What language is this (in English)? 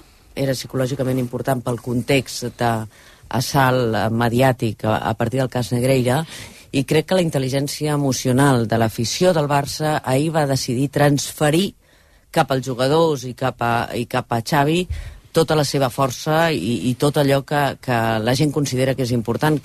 Catalan